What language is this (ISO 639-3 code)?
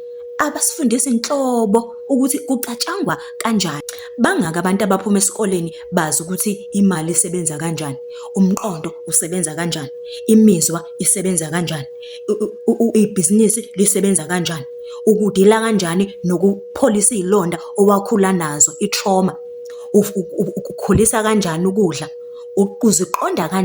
zul